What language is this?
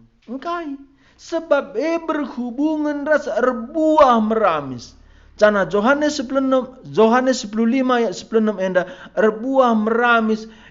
Batak Karo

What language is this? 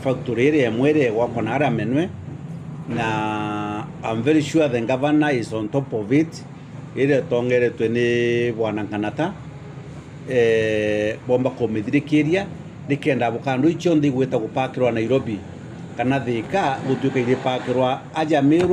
Meru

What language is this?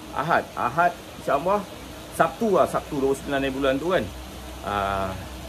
Malay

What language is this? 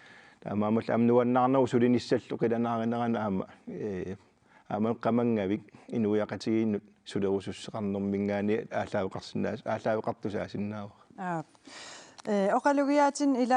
Kalaallisut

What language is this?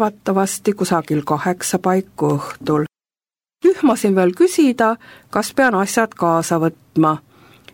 Estonian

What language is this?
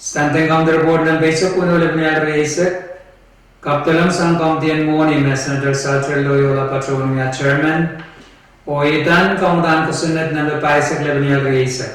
Pohnpeian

